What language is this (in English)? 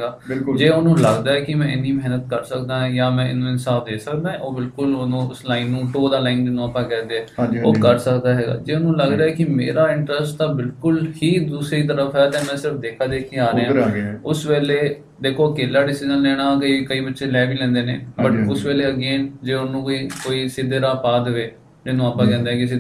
Punjabi